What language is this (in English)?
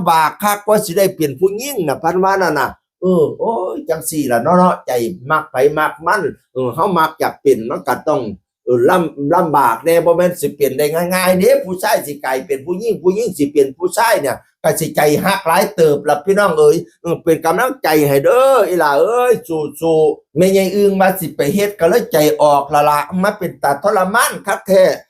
Northeastern Thai